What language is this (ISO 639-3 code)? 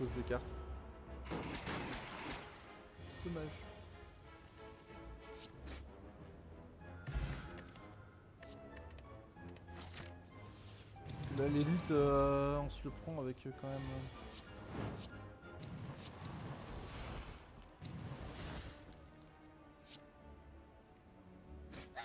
fra